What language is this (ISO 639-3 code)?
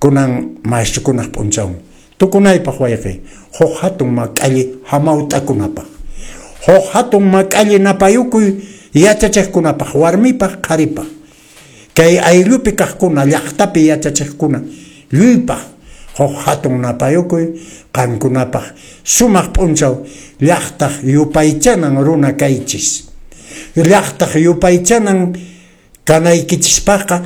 que